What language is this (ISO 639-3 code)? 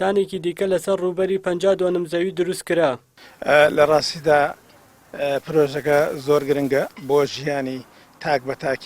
ckb